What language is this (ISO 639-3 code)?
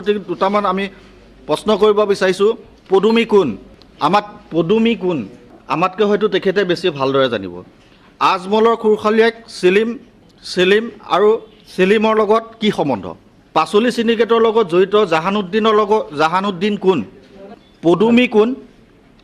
asm